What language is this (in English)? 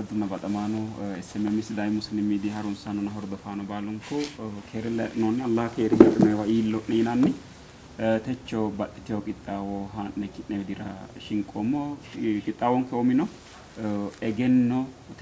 Sidamo